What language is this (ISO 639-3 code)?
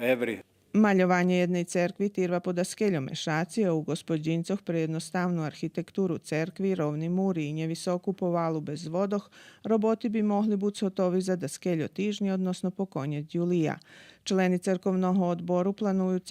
rue